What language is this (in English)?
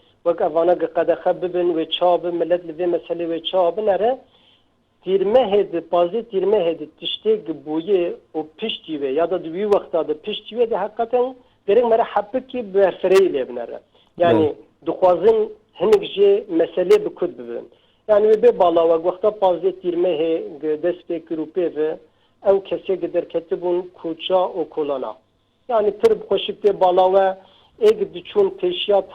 Kurdish